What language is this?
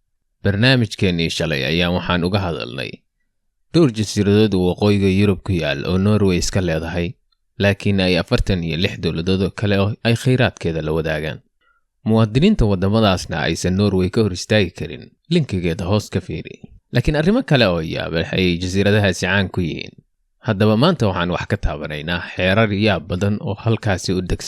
Somali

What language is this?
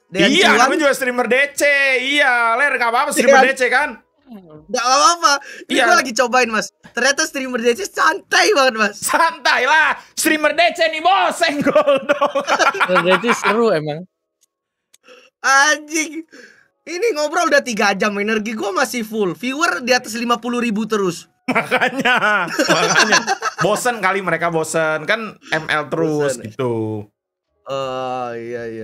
Indonesian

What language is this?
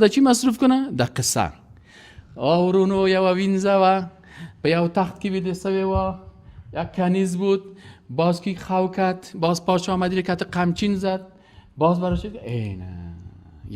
Persian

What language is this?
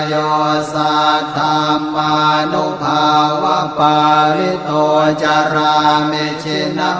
Pali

